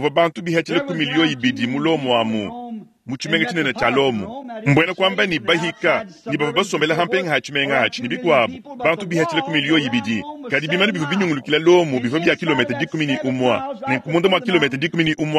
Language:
Luba-Lulua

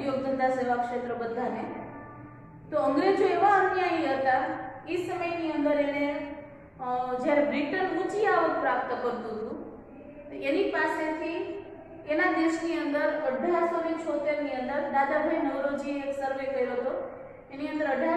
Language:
Gujarati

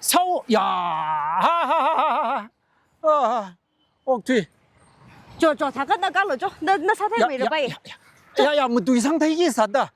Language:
Tangkhul Naga (India)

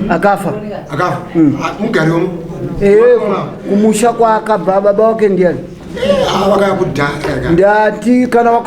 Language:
Shona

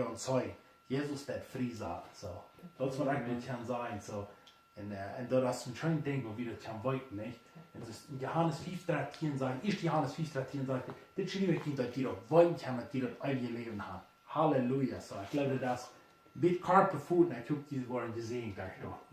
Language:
Plautdietsch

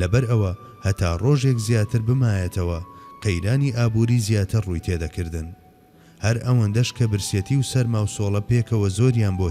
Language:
Central Kurdish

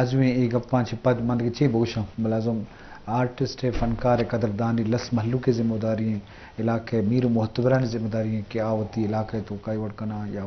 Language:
Eastern Balochi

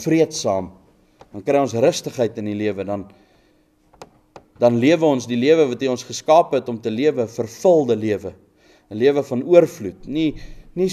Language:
Afrikaans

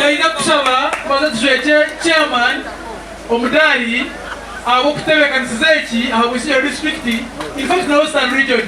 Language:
Nyankole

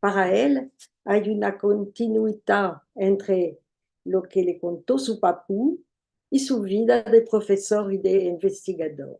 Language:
Ladino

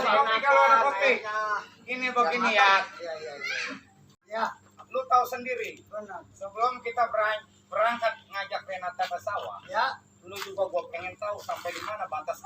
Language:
Betawi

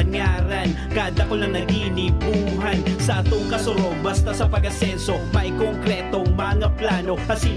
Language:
Bikol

